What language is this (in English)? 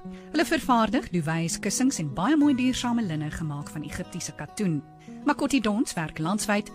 Afrikaans